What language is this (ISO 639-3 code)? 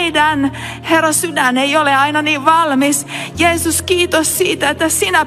fin